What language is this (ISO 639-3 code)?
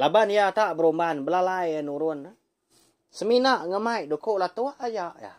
iba